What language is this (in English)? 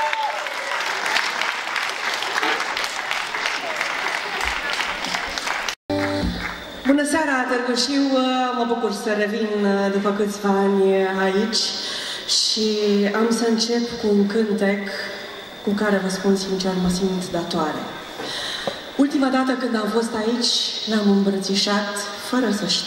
Romanian